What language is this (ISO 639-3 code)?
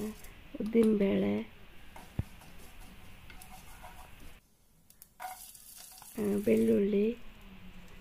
kan